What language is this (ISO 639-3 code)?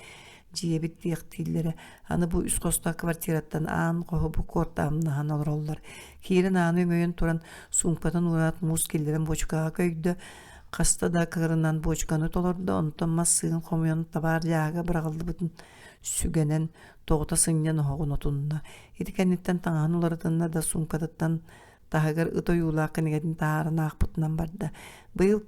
sah